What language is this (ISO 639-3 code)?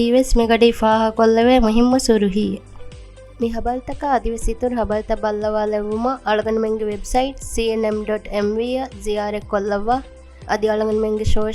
div